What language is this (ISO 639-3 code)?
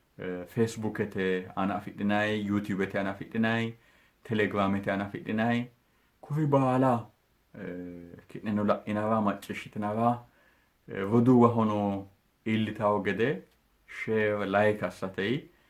sid